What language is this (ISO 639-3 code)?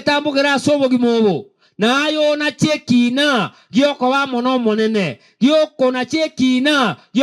guz